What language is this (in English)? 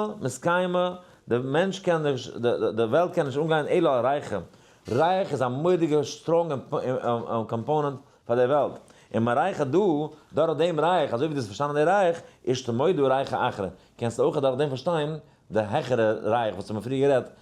Yiddish